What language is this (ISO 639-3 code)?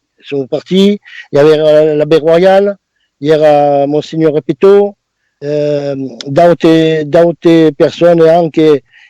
oci